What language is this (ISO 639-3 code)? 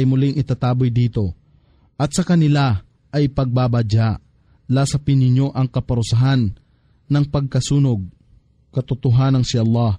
fil